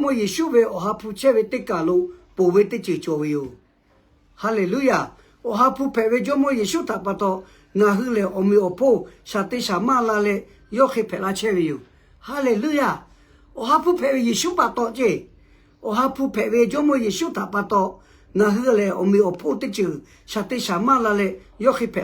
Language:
Lahu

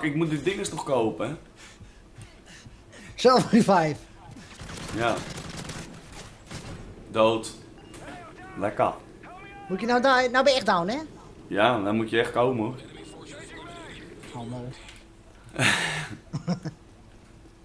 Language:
Dutch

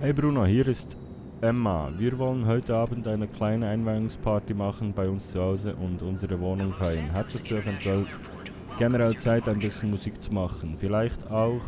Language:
Swiss German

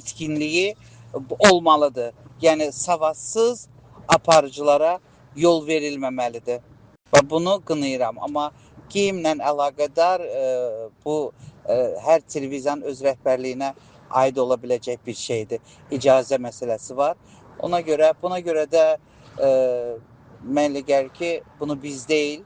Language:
Azerbaijani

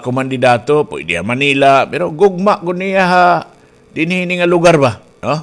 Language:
Waray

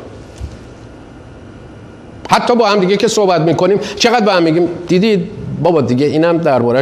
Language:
Persian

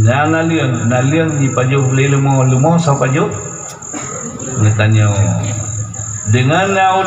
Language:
Achinese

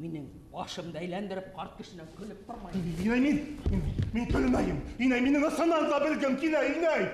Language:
Bashkir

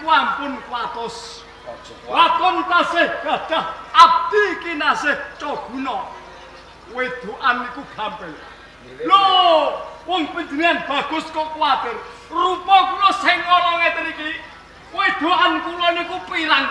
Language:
Javanese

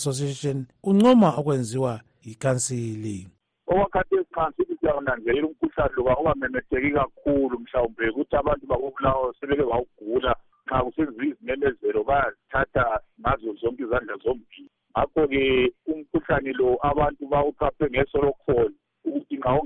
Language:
North Ndebele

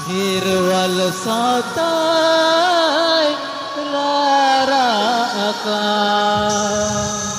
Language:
Santali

